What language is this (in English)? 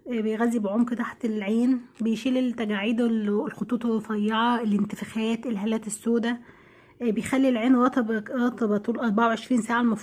Egyptian Arabic